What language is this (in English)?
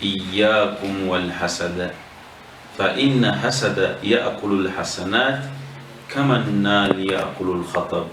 Ganda